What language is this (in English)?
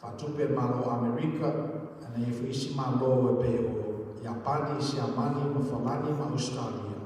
Samoan